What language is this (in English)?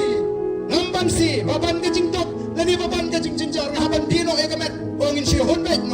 Khasi